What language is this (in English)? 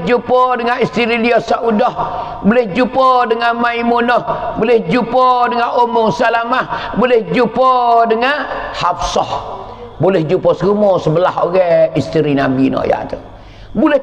Pattani Malay